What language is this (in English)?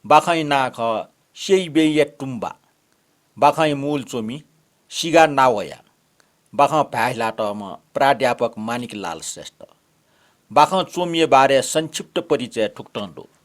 Newari